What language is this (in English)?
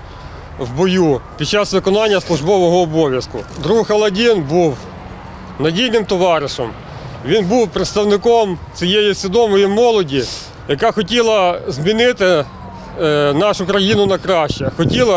Ukrainian